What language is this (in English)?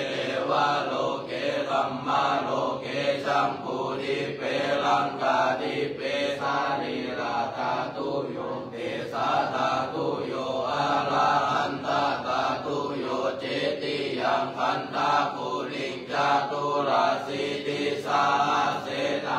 Pali